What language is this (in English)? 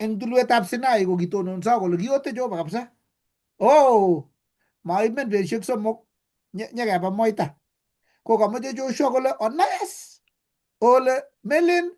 Kalenjin